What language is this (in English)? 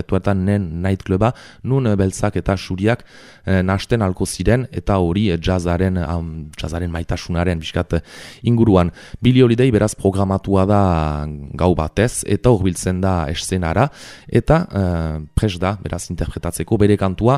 Basque